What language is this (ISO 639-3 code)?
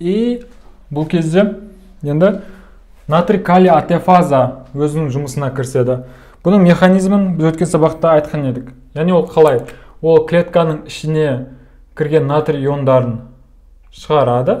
kaz